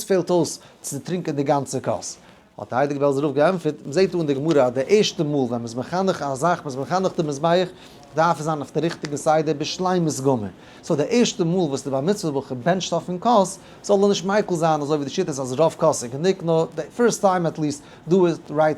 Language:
Yiddish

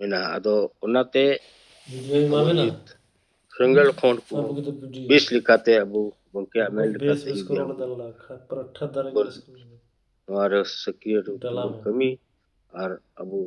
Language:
Santali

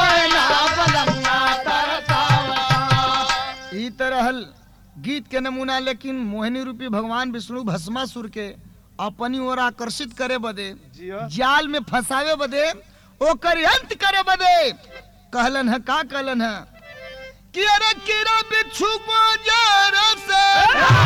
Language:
Bhojpuri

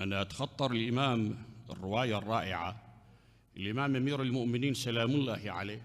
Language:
Mesopotamian Arabic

